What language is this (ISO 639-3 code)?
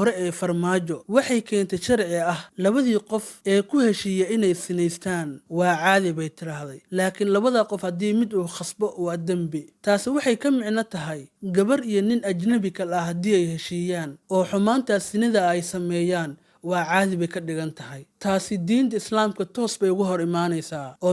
som